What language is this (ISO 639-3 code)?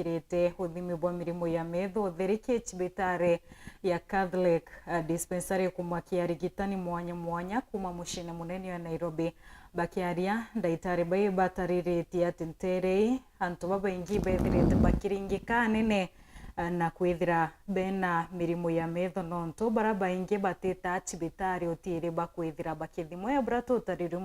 mer